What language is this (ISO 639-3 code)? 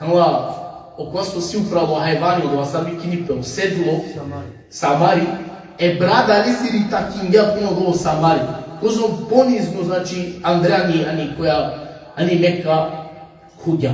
rmn